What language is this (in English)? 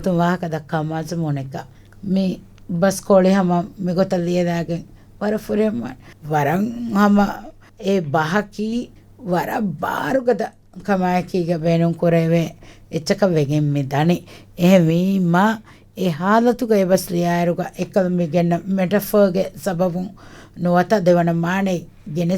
Divehi